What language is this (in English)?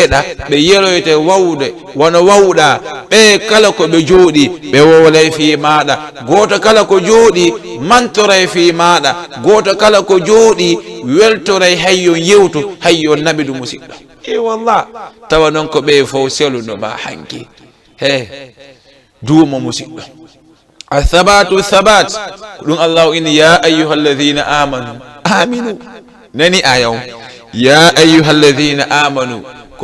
Fula